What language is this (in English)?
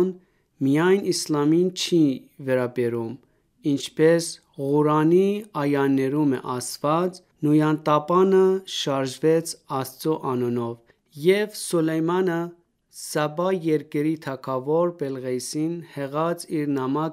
Armenian